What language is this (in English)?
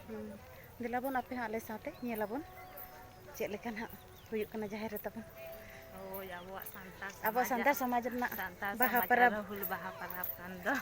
Santali